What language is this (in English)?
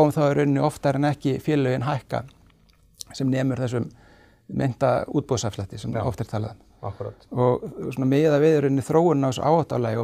Icelandic